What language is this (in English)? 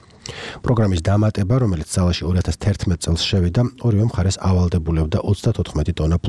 Georgian